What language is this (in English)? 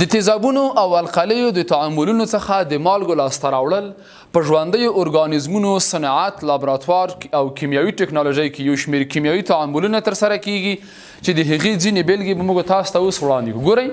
Pashto